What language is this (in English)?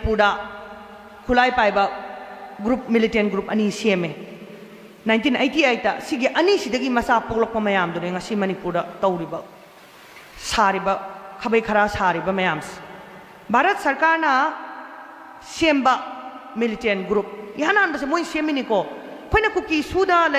Manipuri